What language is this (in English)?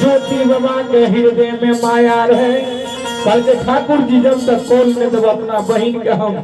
Maithili